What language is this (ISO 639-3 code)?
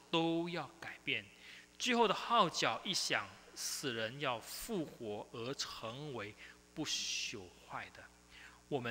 zho